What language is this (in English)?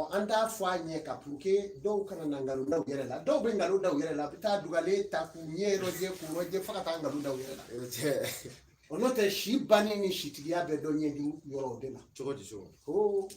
Bambara